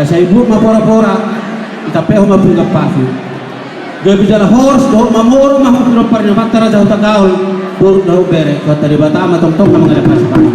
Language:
Batak Toba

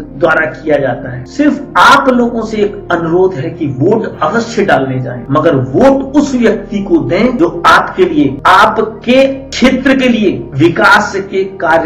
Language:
Hindi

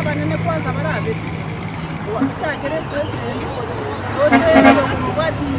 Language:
Gusii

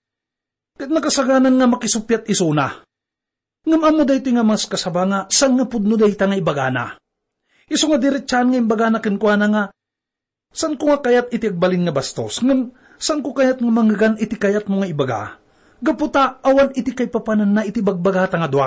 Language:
Iloko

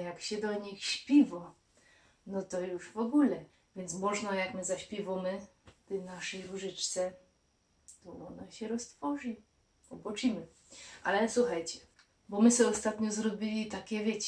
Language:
Silesian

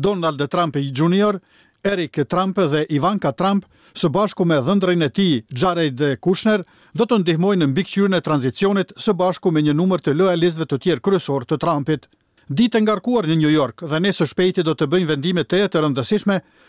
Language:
Albanian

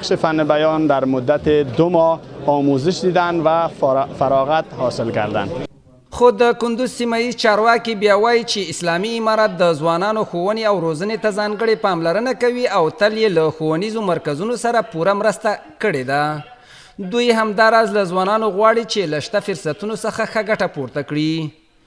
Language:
Pashto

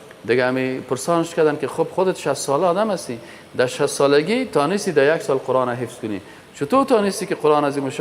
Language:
Persian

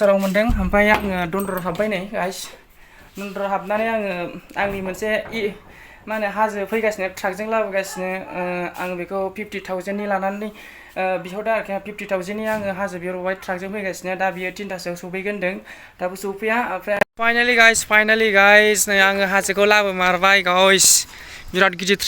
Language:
Bodo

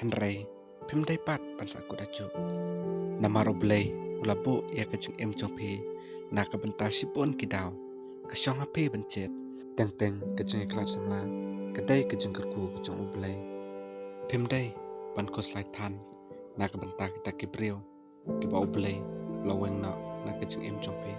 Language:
Khasi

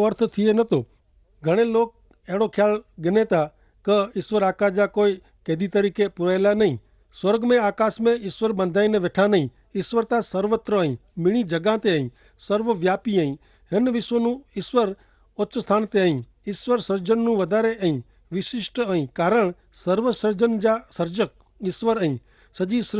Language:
Kachhi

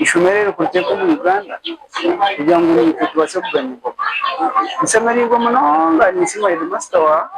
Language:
Nyankole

